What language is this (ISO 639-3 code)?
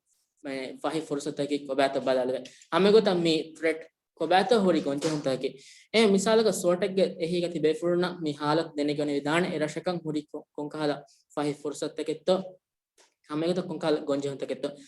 div